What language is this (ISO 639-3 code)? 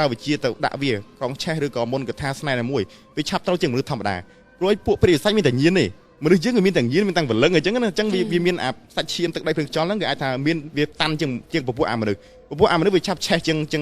khm